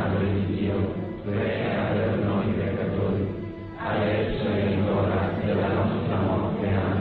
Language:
Italian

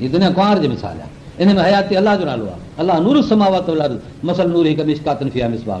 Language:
Sindhi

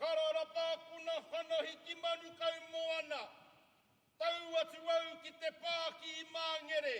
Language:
Māori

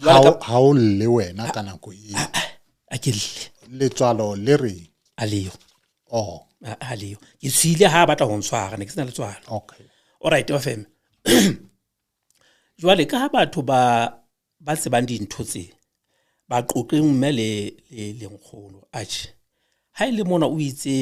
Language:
Southern Sotho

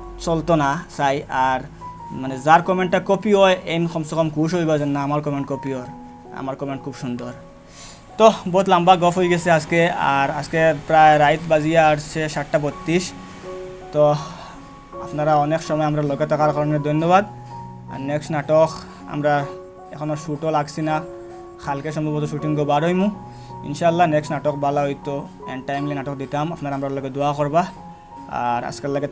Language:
Sylheti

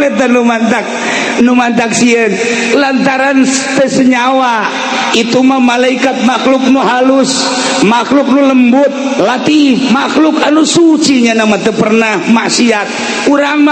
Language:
Sundanese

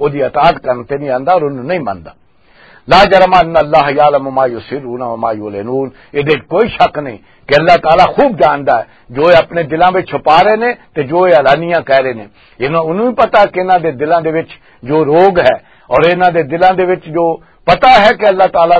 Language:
Western Panjabi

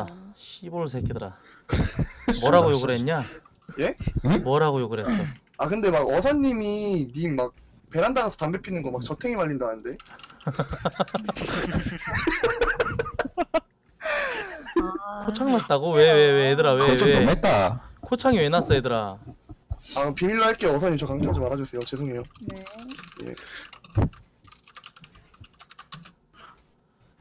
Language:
Korean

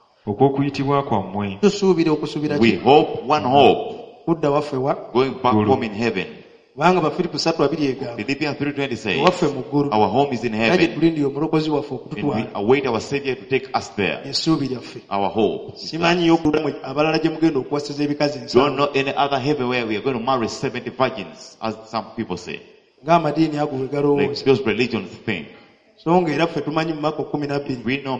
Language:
Ganda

